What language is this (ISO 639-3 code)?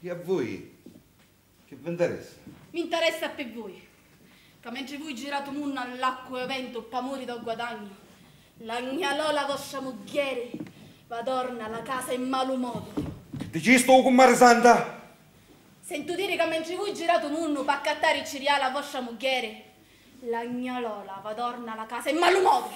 scn